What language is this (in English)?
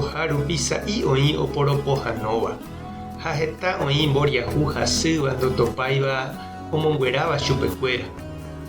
Guarani